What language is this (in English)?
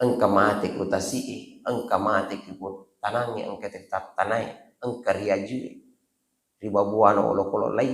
Buginese